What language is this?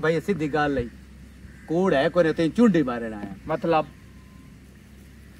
Punjabi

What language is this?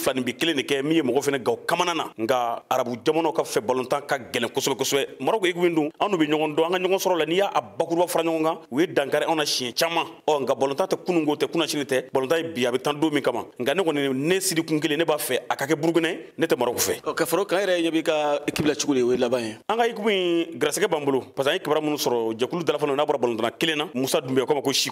Bambara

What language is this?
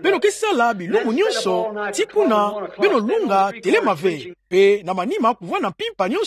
Kituba (Democratic Republic of Congo)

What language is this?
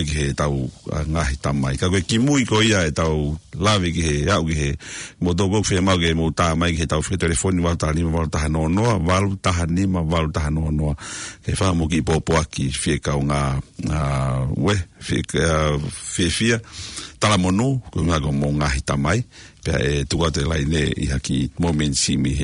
Tongan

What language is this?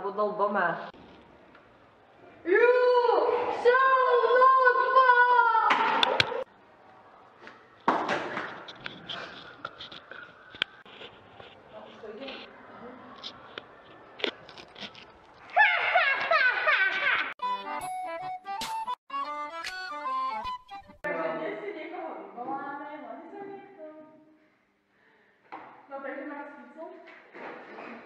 Slovak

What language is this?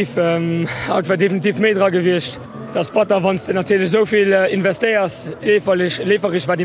Luxembourgish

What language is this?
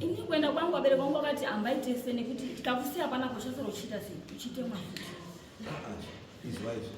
Shona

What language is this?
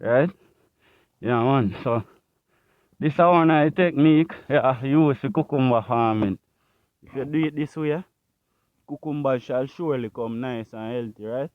Jamaican Creole English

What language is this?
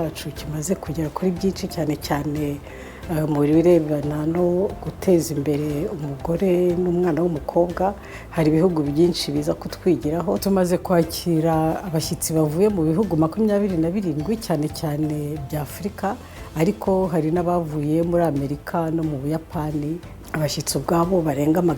Kinyarwanda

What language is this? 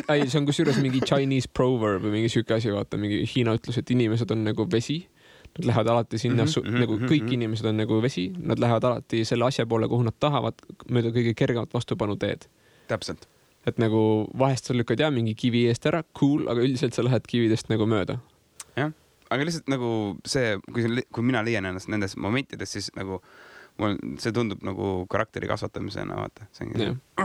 Estonian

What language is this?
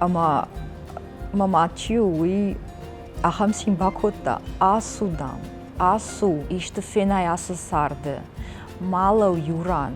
Ossetic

